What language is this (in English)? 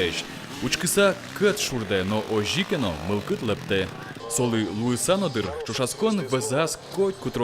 Udmurt